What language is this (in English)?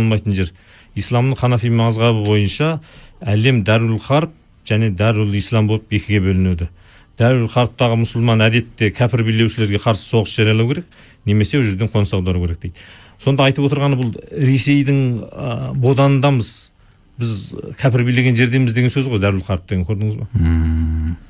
Kazakh